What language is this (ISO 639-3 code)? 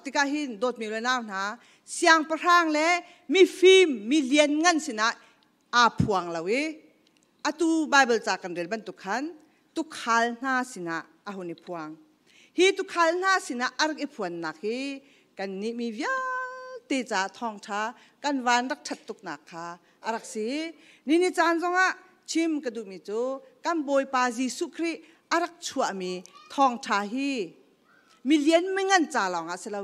cnh